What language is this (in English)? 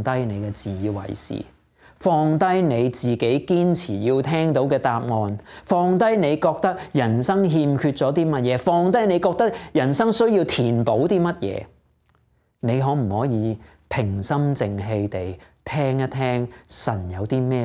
Cantonese